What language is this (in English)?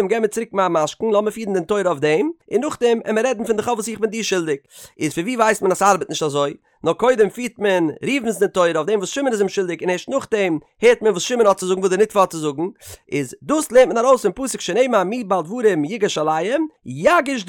Yiddish